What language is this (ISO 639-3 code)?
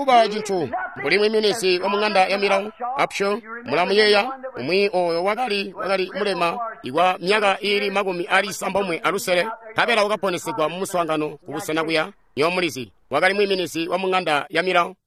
toi